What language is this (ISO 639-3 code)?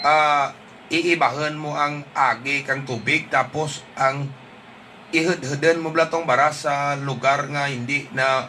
hil